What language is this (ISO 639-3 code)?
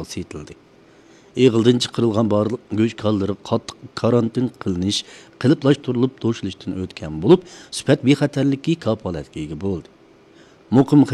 uig